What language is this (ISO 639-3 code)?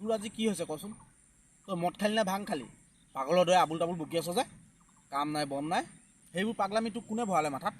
asm